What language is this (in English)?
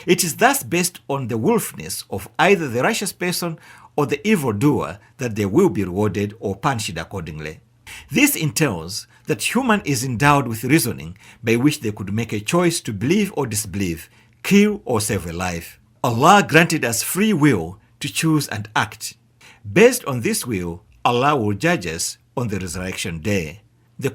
English